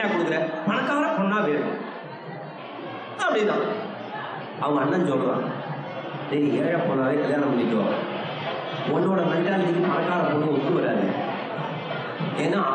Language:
Tamil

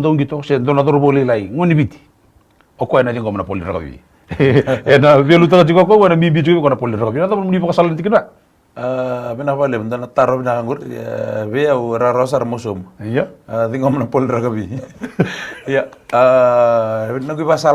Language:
Fijian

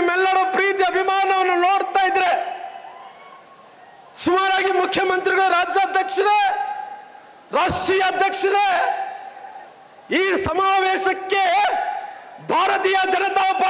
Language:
Kannada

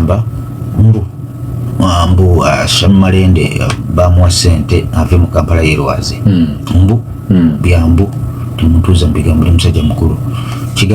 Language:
Ganda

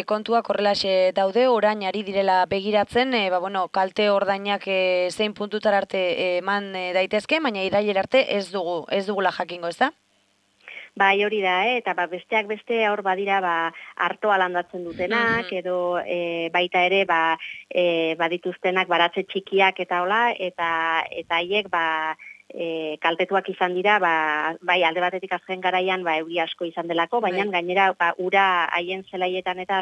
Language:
Basque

